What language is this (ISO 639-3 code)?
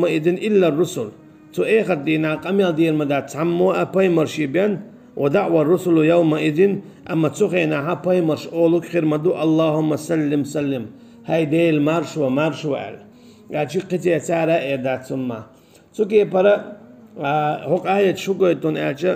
che